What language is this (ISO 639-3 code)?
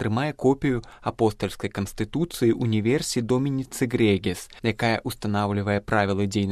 bel